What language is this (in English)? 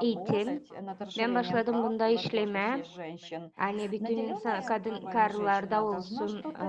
Gagauz